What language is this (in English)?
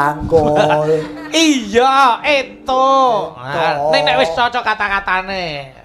Javanese